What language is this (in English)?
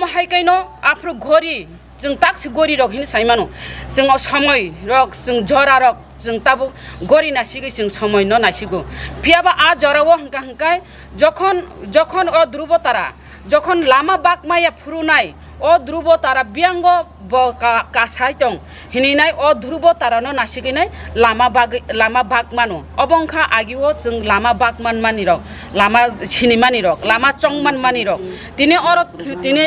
Kok Borok